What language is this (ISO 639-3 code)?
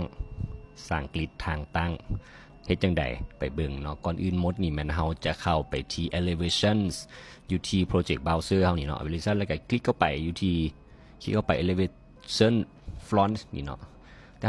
lao